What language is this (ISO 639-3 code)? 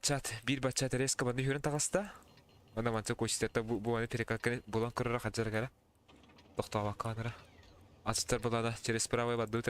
sah